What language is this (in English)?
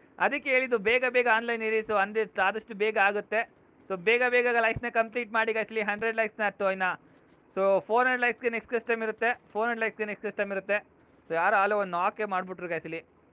Kannada